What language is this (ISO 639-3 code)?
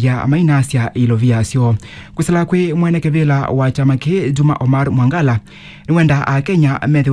kam